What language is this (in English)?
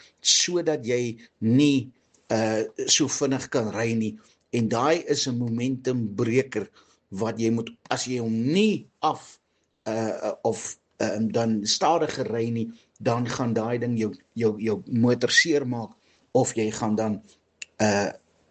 Afrikaans